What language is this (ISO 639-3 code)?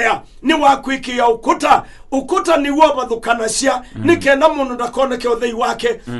kam